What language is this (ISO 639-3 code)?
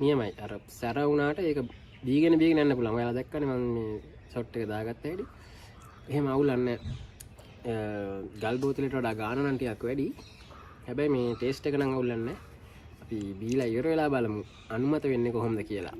sin